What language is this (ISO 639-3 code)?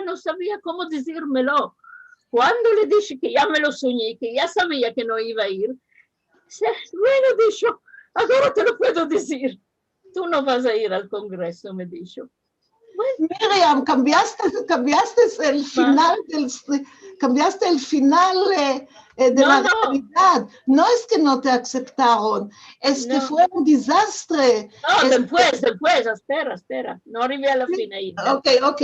lad